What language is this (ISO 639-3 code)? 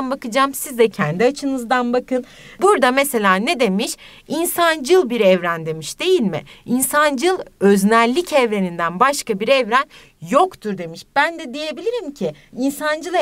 tur